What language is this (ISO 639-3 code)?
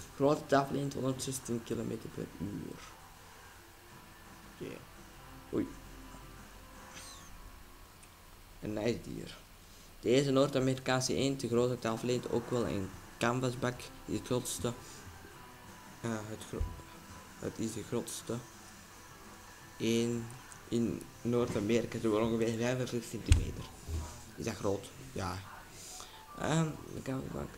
nld